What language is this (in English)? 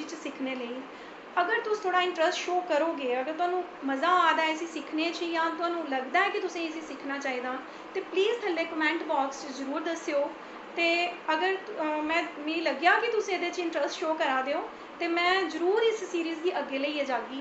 Dogri